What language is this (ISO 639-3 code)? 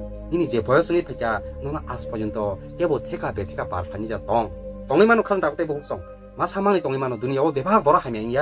trp